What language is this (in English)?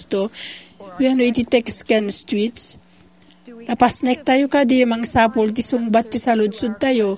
Iloko